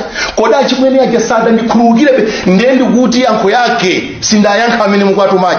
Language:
Nyanja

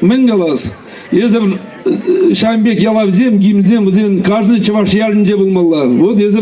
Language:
Chuvash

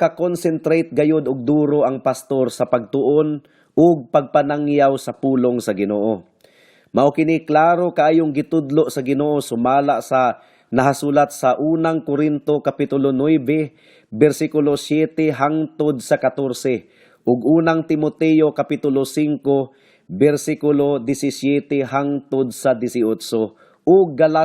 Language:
Cebuano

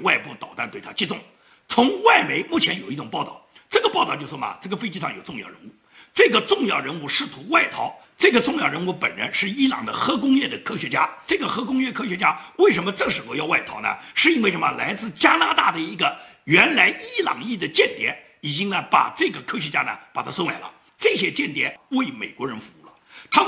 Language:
Chinese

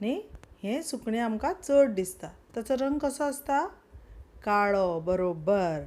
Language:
Konkani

